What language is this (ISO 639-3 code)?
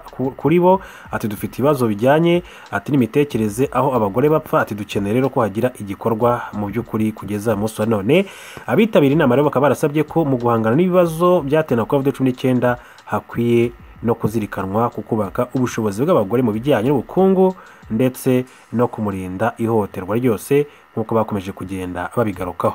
kin